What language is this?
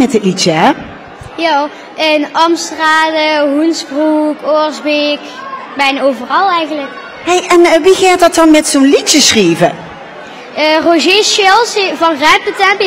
Limburgish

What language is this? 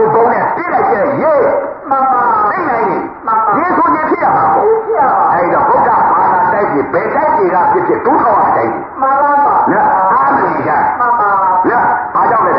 Burmese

